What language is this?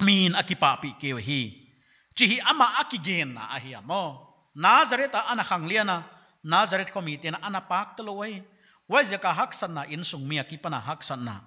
Paite Chin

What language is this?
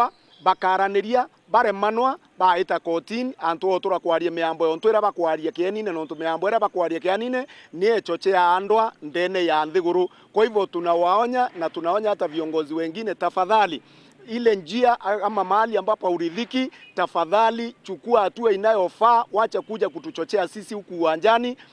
Meru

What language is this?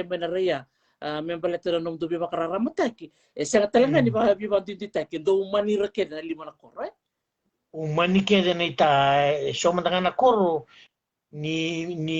Fijian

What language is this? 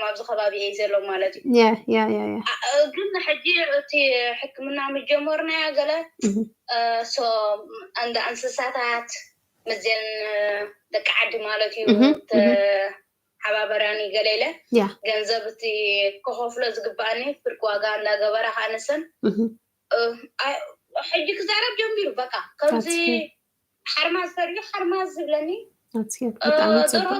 Tigrinya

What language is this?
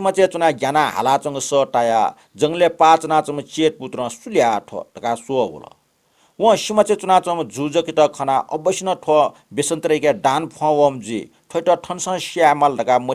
Newari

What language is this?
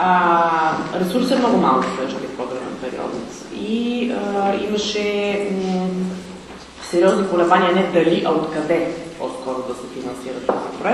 Bulgarian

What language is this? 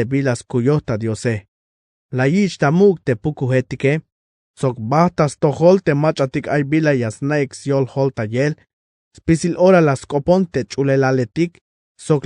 Tzeltal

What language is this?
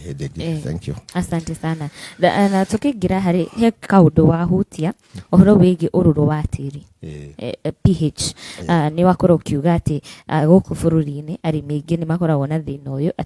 Kikuyu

